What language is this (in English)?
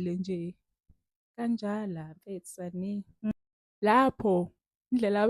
Zulu